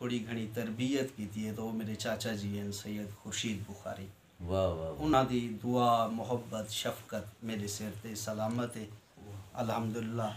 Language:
Saraiki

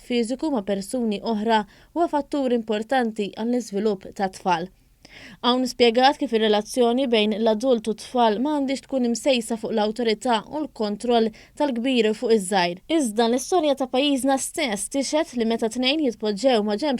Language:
Maltese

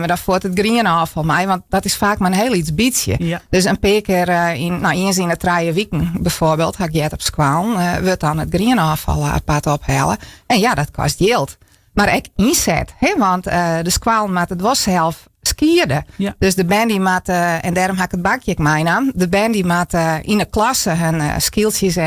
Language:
Western Frisian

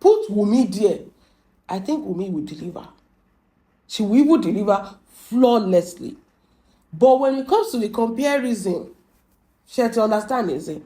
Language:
Yoruba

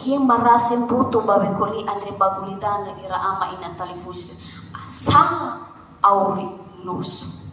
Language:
Nias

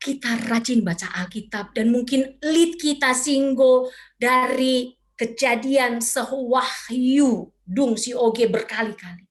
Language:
Batak Karo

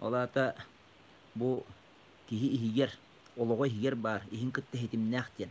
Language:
Yakut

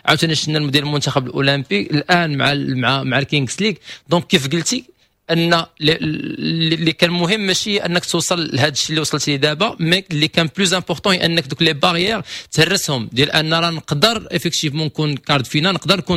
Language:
Moroccan Arabic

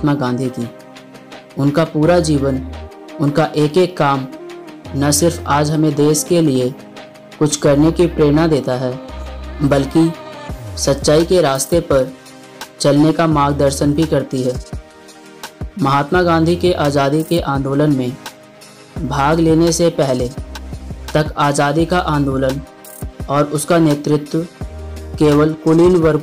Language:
Hindi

